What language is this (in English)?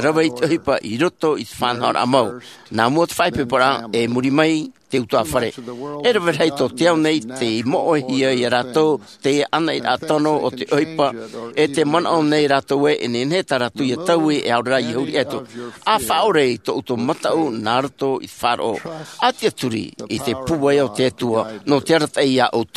Tahitian